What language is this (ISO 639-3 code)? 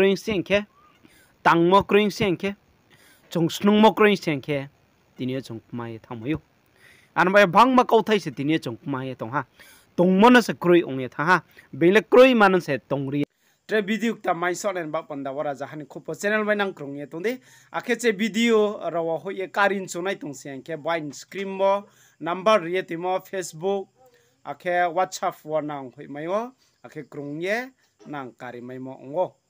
ria